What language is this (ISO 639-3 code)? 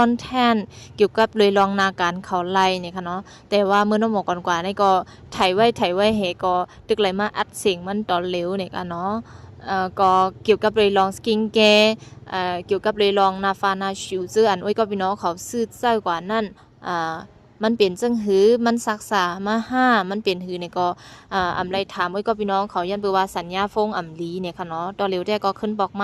shn